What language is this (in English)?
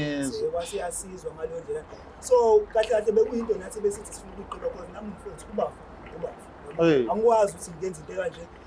Zulu